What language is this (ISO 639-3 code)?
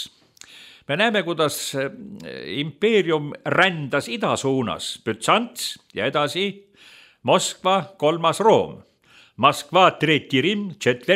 est